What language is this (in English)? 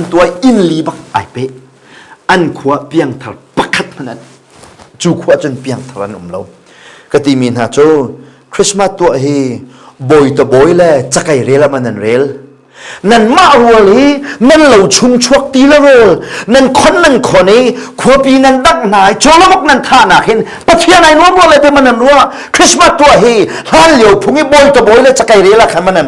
Hakha Chin